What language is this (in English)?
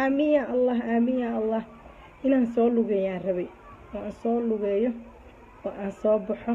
Somali